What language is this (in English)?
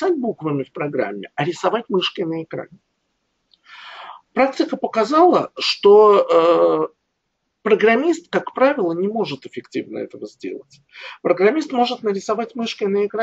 Russian